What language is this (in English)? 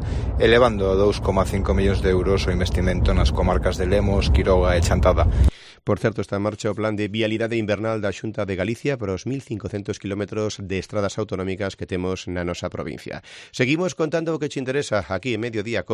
Galician